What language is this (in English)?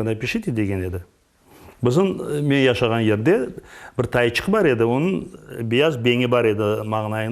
Crimean Tatar